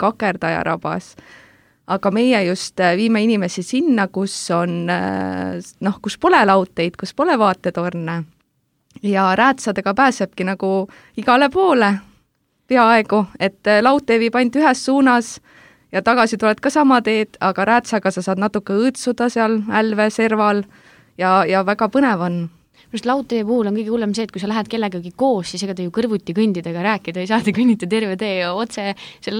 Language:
Estonian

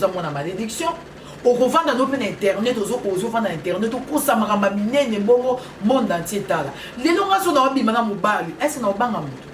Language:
Lingala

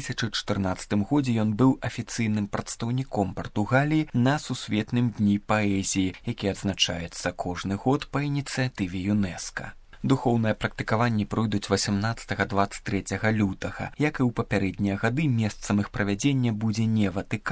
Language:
Belarusian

